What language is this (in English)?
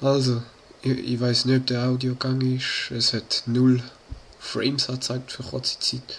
Swiss German